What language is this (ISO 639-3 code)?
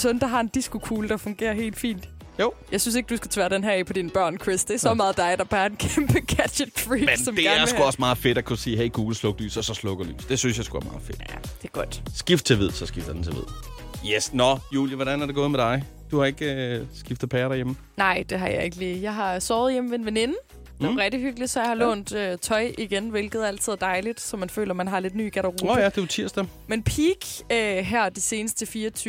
dan